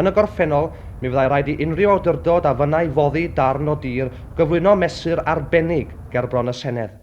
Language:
Welsh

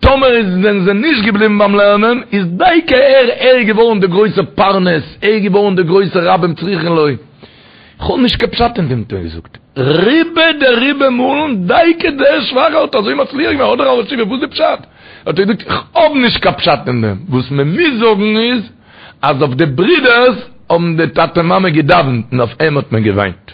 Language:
Yiddish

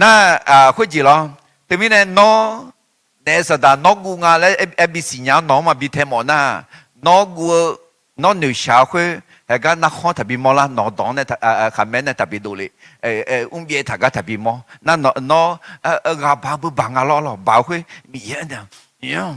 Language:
Akha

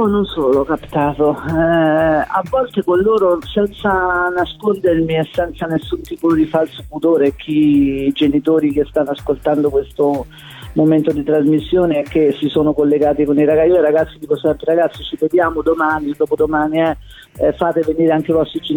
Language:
Italian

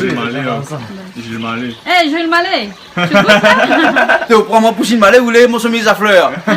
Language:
Réunion Creole French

